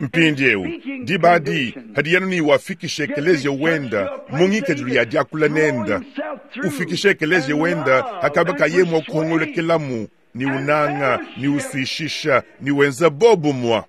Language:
Luba-Lulua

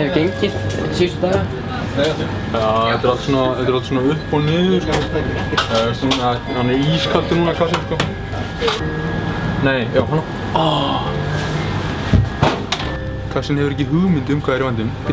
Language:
Icelandic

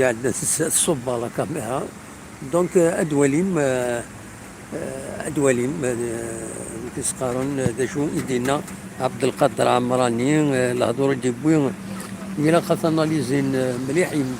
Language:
Kabyle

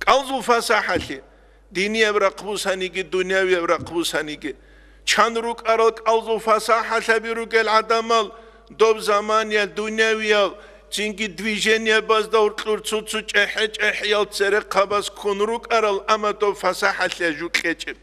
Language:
Avaric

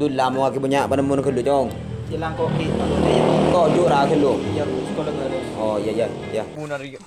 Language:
Madurese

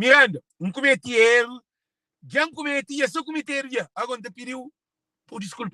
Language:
Kabuverdianu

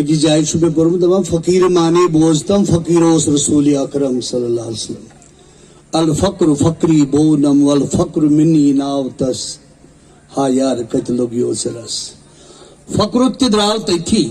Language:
Kashmiri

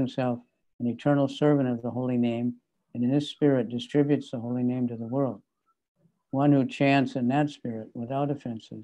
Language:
English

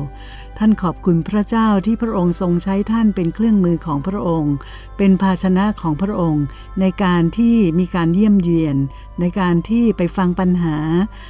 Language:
Thai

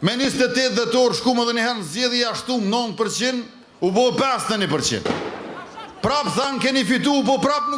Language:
Albanian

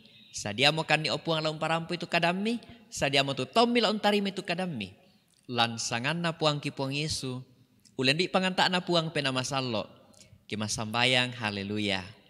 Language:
Toraja-Sa'dan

